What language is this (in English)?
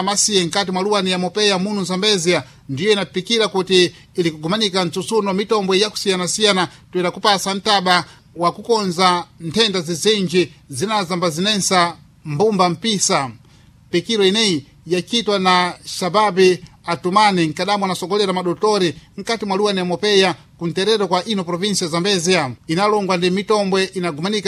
Sena